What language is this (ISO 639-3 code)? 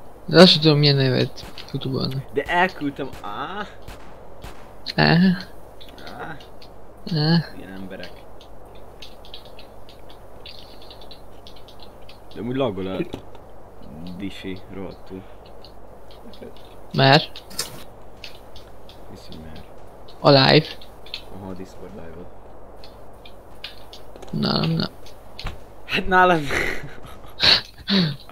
hun